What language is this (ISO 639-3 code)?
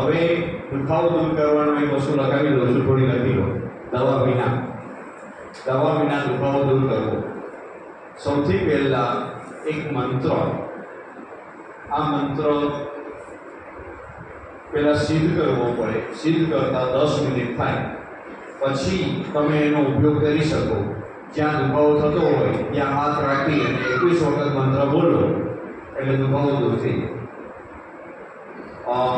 guj